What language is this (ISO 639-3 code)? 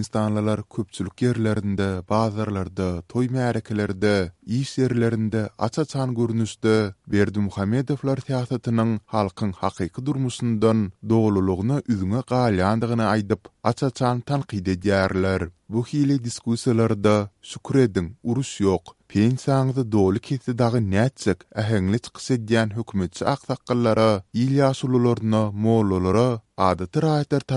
tuk